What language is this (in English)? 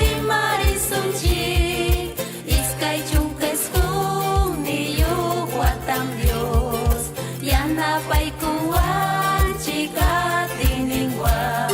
Ayacucho Quechua